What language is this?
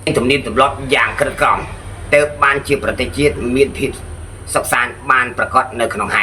Khmer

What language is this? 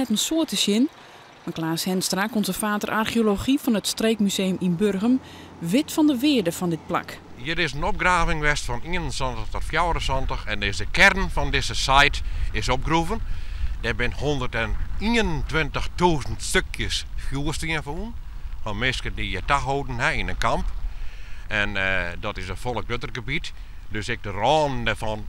Western Frisian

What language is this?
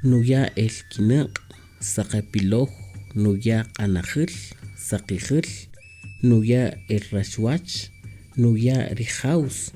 Kaqchikel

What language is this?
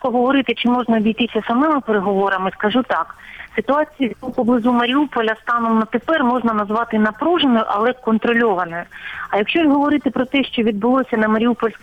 Ukrainian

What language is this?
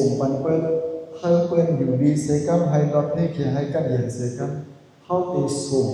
Shan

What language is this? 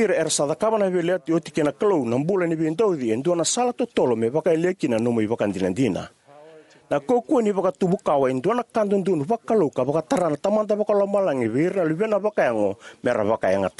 Fijian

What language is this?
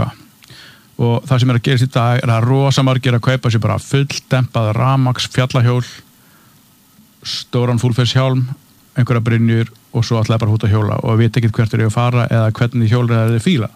Icelandic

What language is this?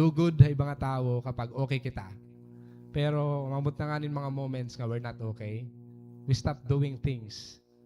Waray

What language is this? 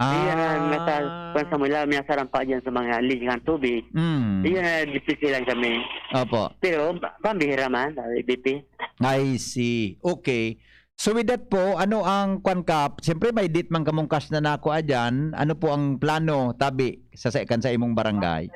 Bikol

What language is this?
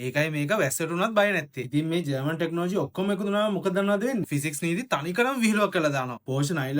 Sinhala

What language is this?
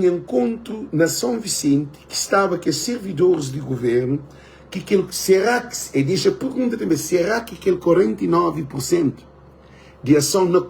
Kabuverdianu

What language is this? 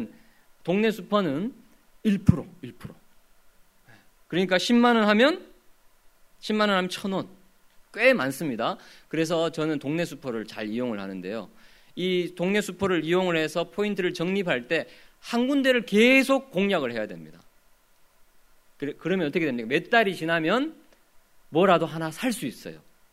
Korean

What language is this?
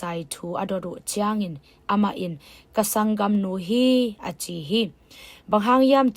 Tedim Chin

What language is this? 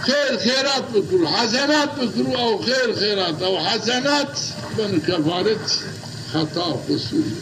Zaza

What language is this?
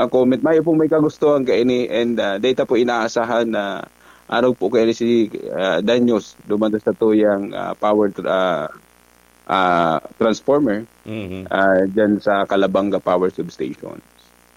Bikol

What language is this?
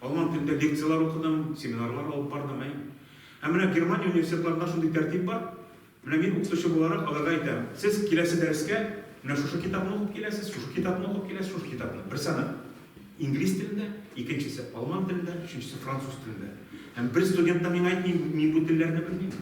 Tatar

